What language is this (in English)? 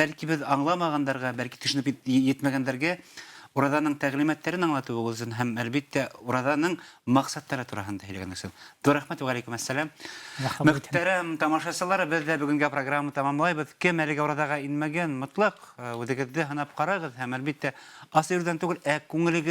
Bashkir